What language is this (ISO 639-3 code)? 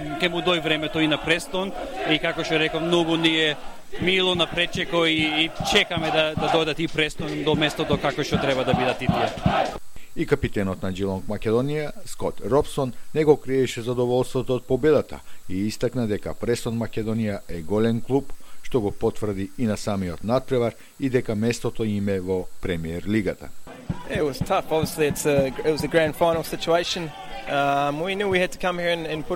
mkd